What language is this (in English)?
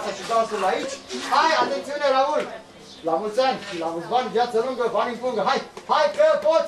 Romanian